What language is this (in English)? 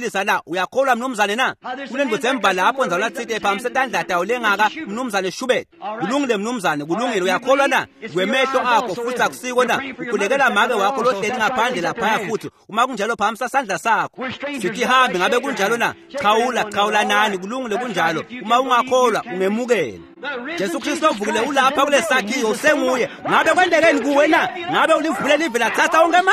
Swati